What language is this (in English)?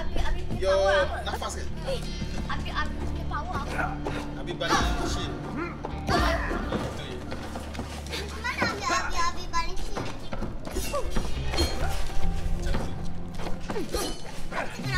Malay